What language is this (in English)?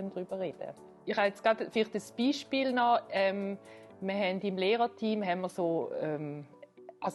Swiss German